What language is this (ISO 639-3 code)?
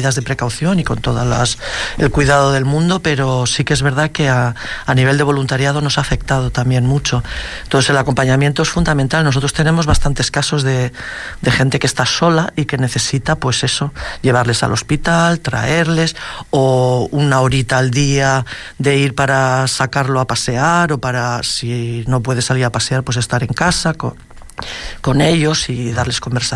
spa